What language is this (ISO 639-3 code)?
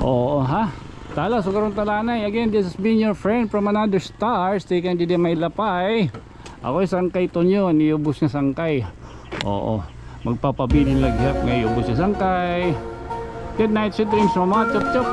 war